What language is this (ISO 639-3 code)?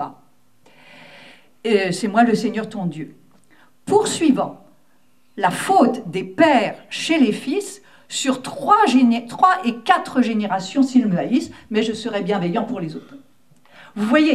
fra